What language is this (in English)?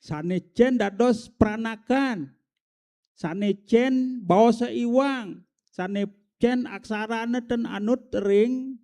Balinese